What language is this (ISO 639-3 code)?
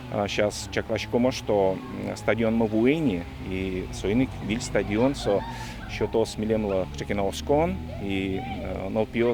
udm